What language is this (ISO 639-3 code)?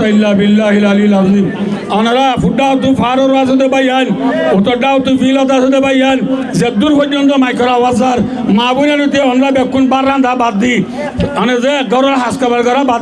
rhg